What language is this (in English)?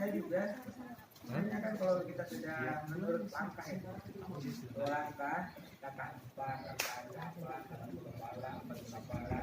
Banjar